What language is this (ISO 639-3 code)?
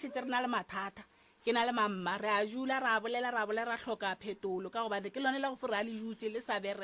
nso